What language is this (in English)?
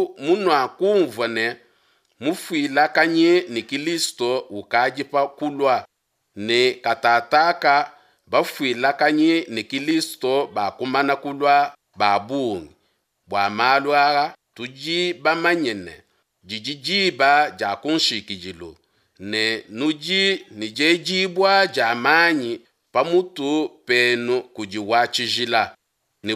Luba-Lulua